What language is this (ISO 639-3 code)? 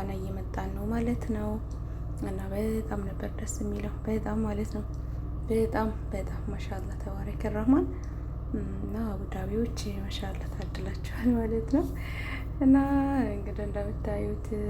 amh